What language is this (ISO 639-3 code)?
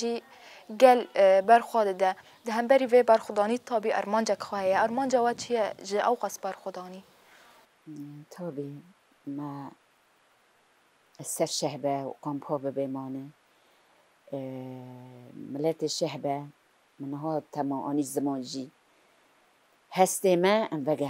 kur